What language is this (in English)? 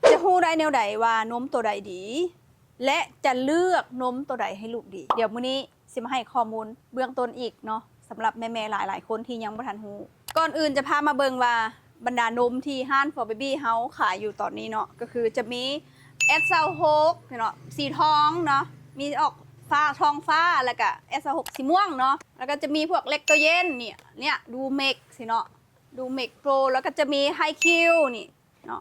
Lao